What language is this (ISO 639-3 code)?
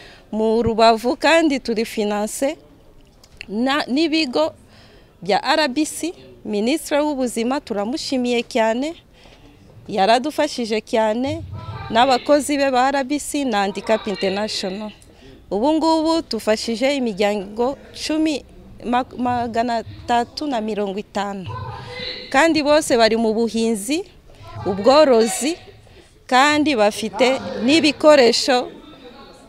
kin